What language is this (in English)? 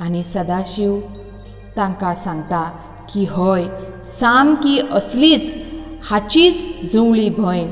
Konkani